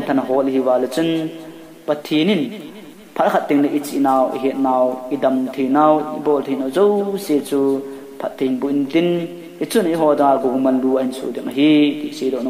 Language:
Thado Chin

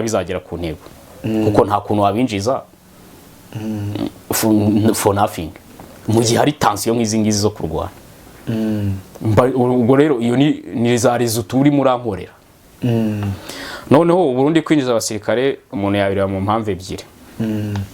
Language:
Kinyarwanda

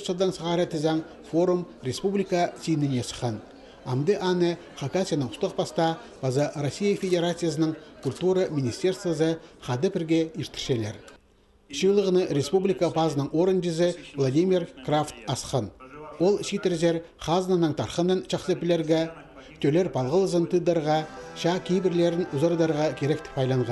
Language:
Khakas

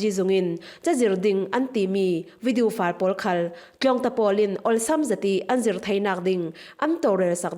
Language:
Falam Chin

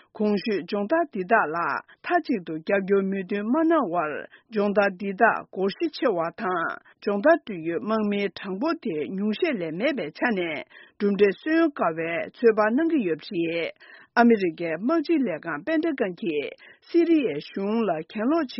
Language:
Tibetan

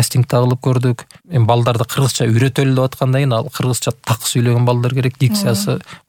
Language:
Kyrgyz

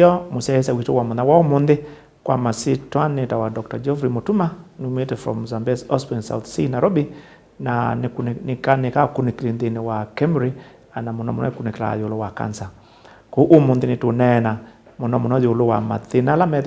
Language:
Kamba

